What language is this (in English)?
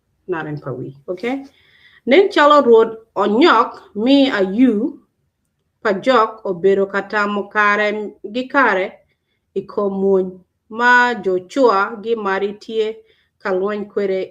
Acoli